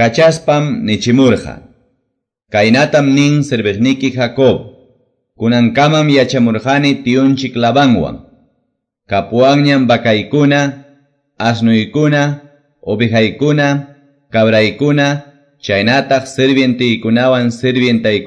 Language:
Quechua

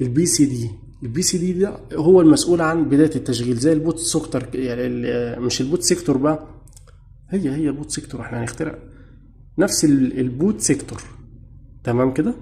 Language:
Egyptian Arabic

